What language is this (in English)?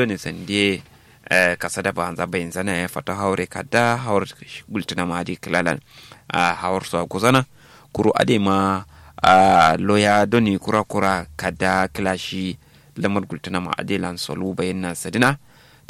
Kanuri